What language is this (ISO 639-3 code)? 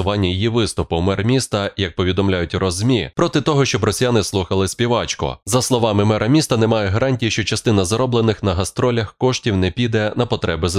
ukr